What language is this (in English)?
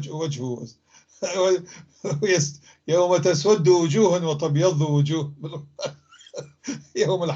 North Levantine Arabic